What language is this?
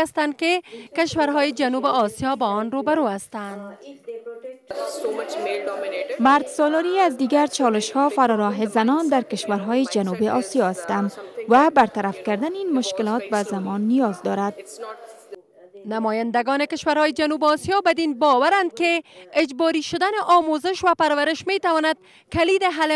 Persian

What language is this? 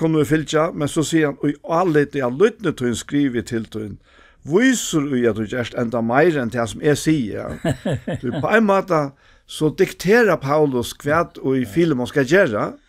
Faroese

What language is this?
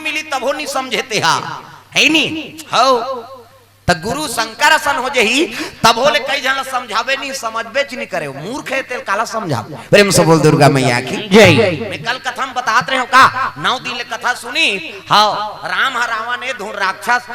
Chhattisgarhi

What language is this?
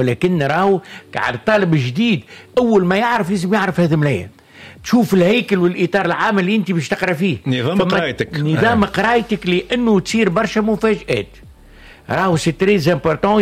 Tunisian Arabic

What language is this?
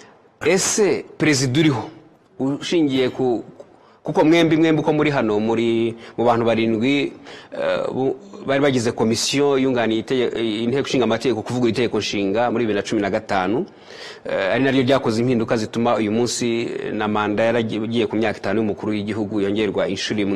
Kinyarwanda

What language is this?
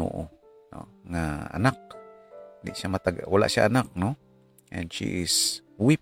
Hiligaynon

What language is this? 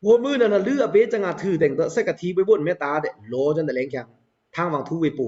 Pa'o Karen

